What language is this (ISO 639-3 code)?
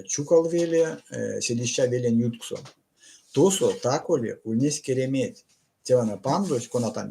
myv